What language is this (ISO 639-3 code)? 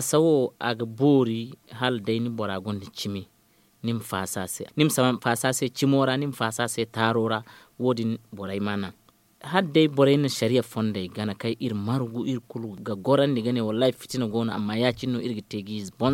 dje